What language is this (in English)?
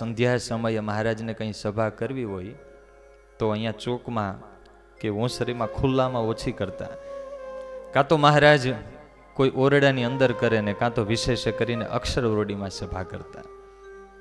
Gujarati